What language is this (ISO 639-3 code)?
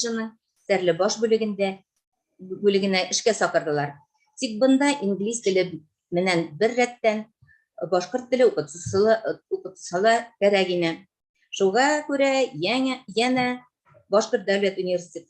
bak